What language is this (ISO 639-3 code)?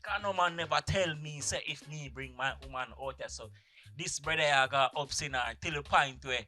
jam